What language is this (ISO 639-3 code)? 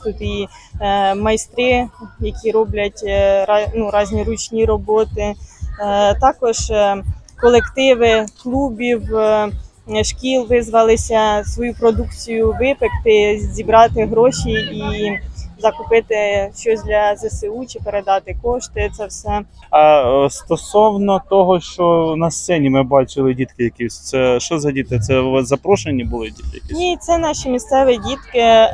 ukr